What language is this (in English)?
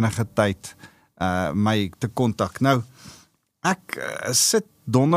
Afrikaans